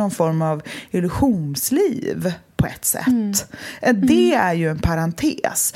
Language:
Swedish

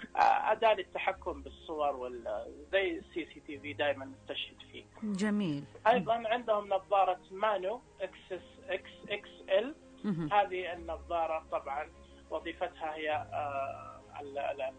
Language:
Najdi Arabic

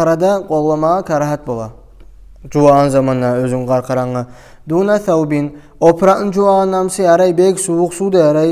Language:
Kumyk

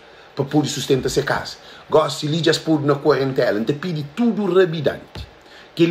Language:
Kabuverdianu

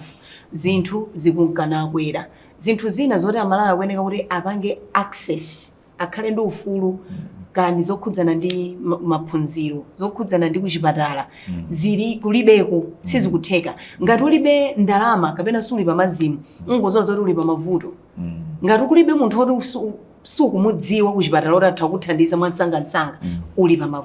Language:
Nyanja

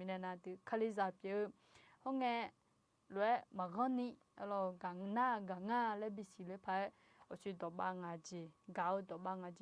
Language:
Akha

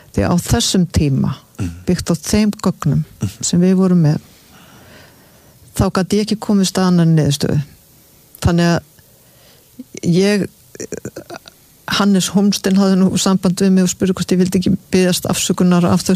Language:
Icelandic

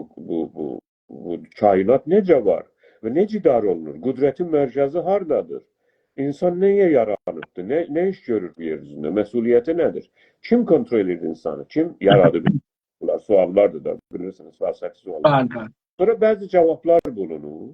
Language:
South Azerbaijani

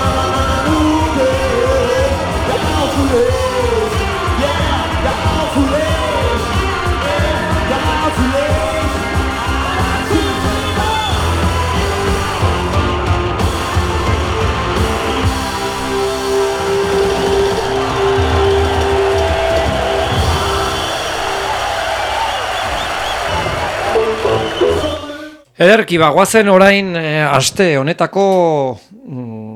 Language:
Basque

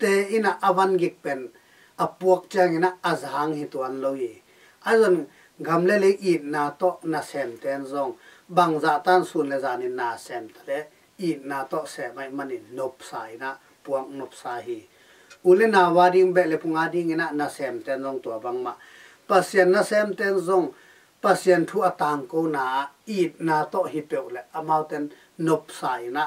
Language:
Tedim Chin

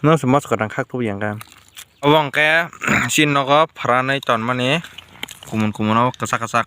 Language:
Kok Borok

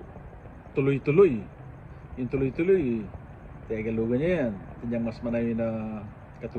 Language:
Pampanga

